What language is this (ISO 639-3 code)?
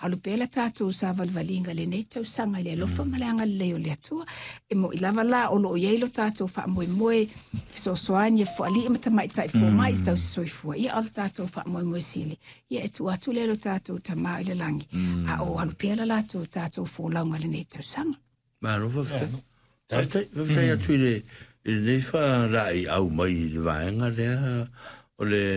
smo